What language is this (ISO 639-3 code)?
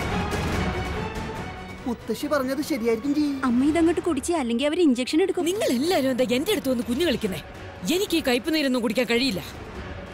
mal